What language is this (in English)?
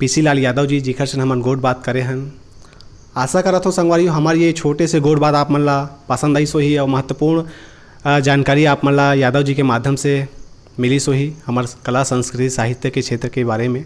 Chhattisgarhi